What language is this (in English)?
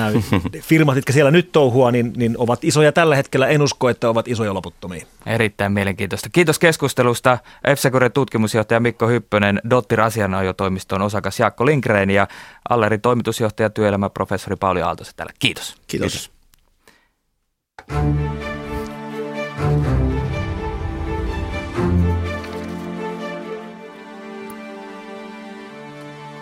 Finnish